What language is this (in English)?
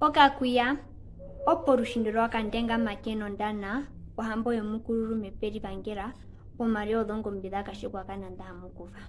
Herero